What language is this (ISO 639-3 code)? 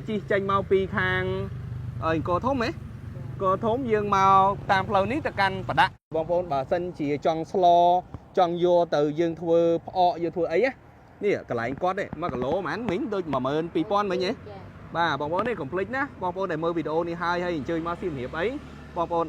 khm